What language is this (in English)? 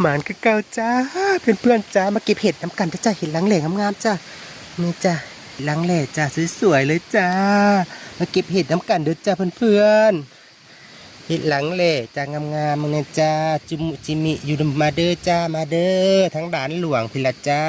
Northeastern Thai